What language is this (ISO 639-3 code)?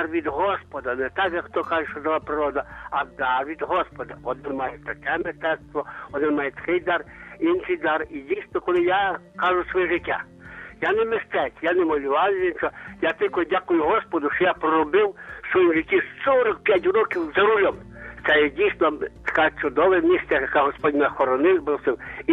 ukr